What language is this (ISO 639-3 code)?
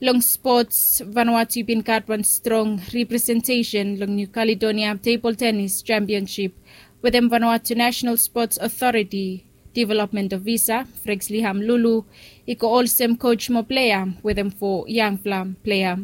bis